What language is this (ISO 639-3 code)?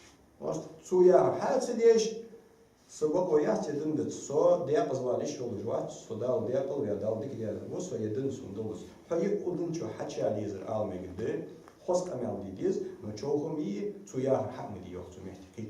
inh